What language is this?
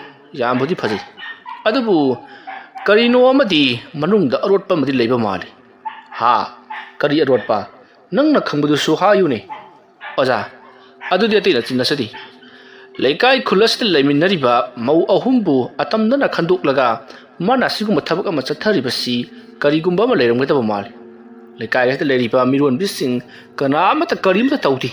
Manipuri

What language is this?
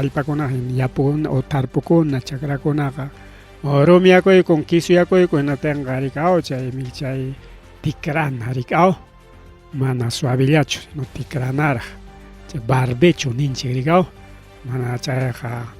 Ayacucho Quechua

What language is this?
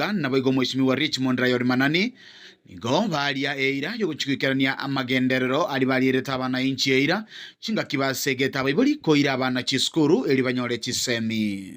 Gusii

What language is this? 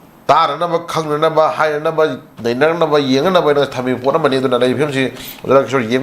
Manipuri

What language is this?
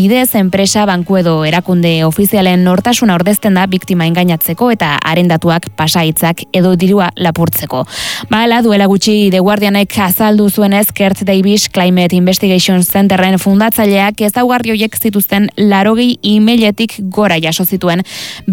Basque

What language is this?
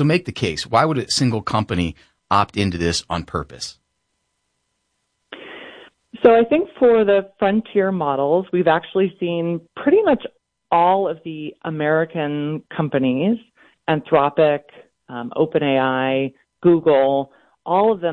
English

